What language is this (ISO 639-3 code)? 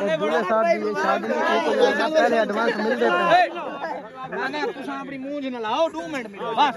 skr